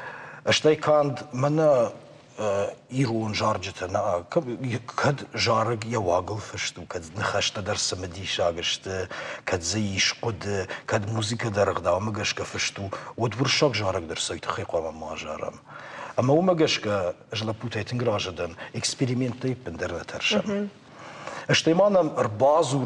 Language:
Ossetic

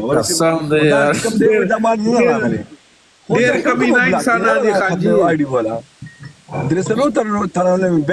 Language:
Pashto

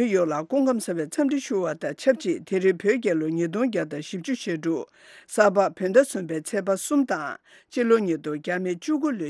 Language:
Tibetan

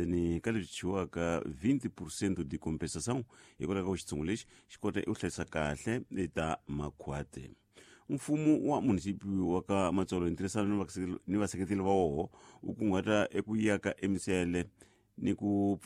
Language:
Tsonga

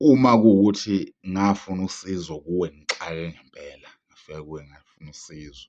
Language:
Zulu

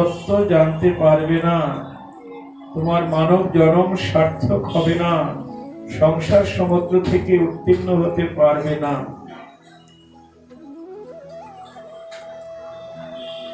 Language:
Bangla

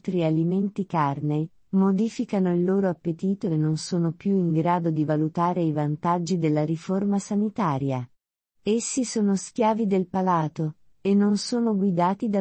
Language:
Italian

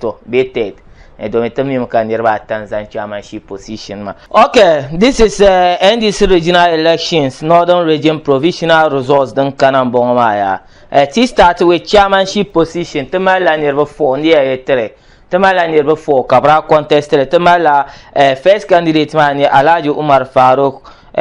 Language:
Dagbani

